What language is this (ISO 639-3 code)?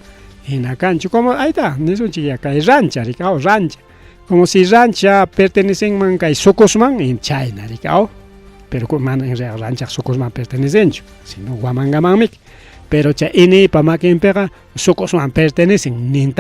quy